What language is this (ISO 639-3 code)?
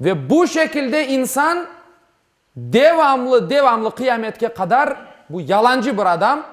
crh